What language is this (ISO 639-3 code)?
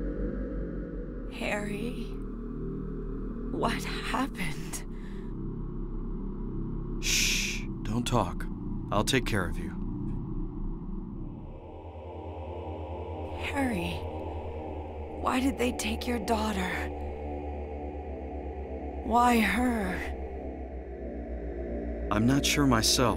eng